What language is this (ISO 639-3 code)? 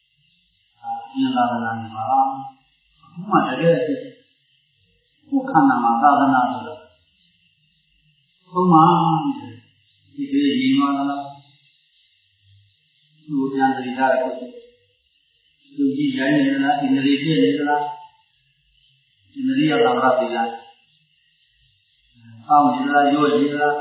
mya